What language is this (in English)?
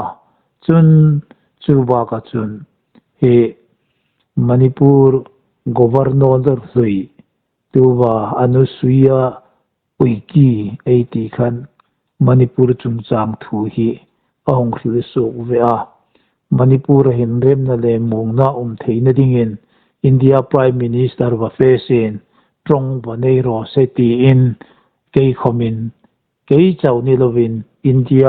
Hmar